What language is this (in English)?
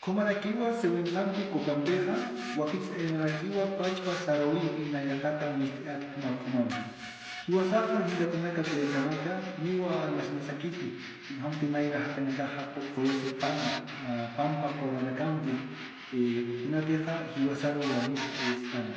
Aymara